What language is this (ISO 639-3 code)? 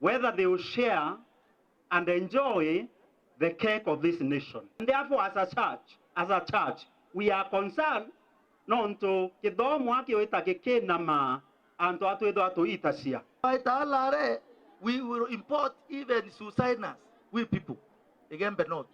mer